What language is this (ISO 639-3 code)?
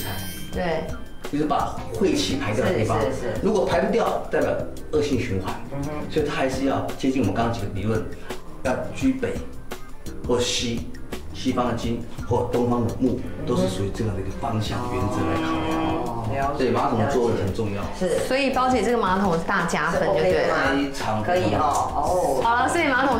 zho